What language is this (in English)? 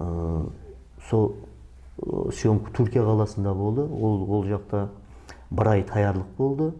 Kara-Kalpak